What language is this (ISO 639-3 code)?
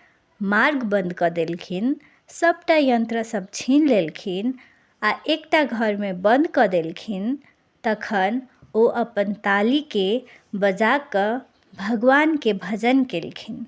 mai